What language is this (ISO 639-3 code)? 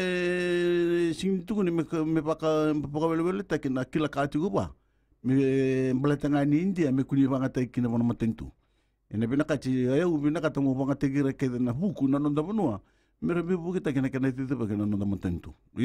fij